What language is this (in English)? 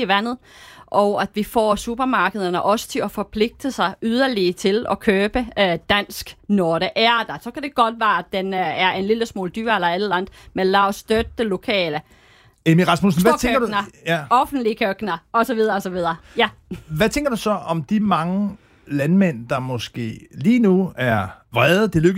Danish